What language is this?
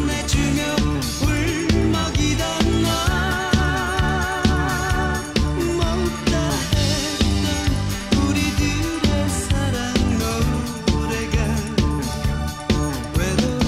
Korean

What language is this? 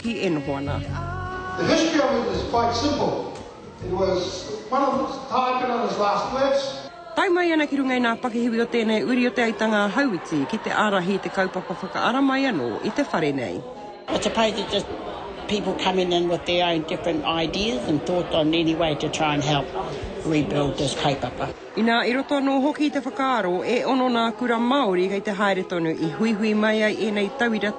Māori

